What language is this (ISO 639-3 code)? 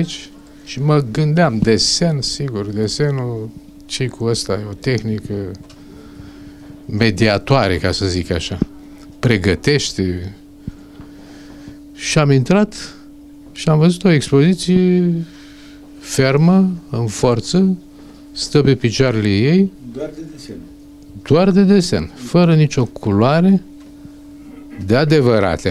ron